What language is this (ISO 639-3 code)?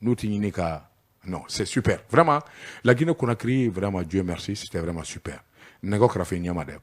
bam